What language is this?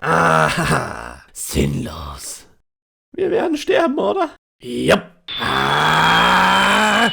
Bavarian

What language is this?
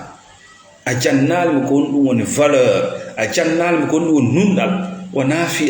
Fula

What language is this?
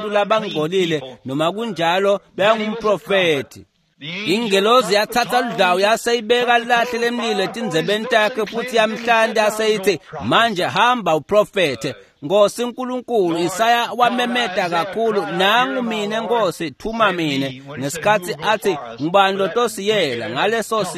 Swati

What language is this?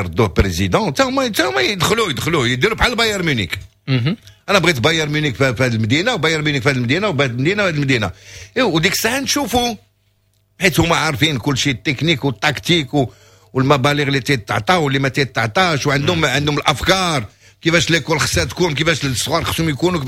Moroccan Arabic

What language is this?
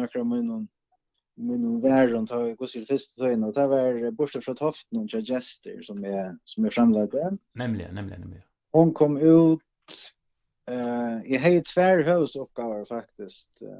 Faroese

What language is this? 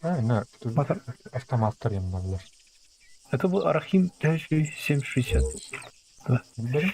Yakut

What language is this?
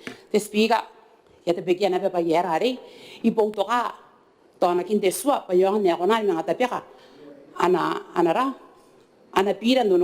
Gilbertese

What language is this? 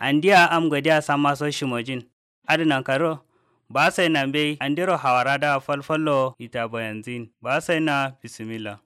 Kanuri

